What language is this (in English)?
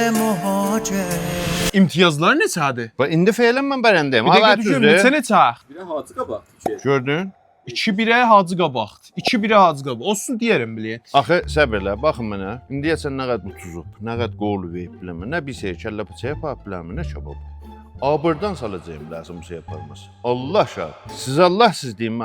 South Azerbaijani